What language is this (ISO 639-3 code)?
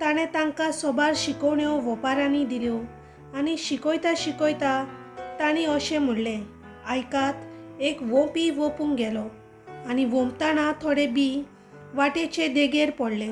kok